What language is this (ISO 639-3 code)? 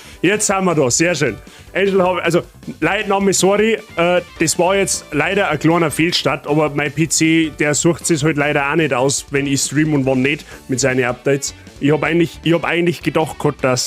bar